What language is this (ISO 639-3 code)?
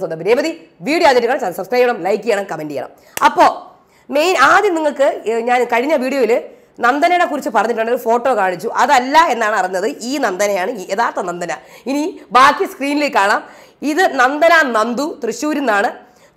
mal